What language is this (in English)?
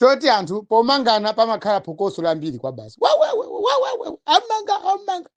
Nyanja